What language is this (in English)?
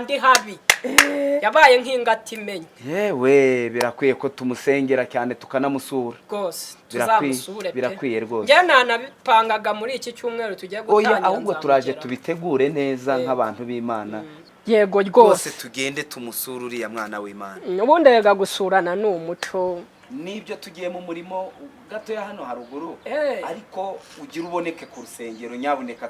Kinyarwanda